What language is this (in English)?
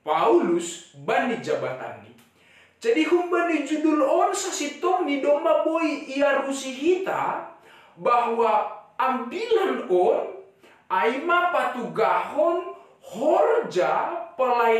Batak Simalungun